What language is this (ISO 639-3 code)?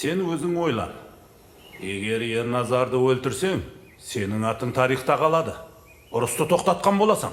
kaa